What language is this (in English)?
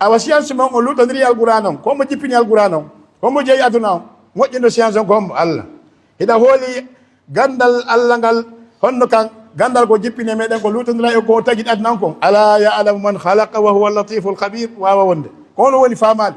Fula